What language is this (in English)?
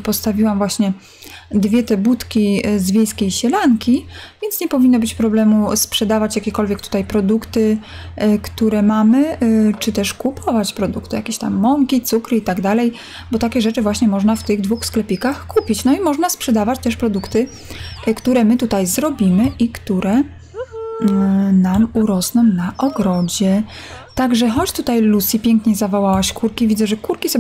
Polish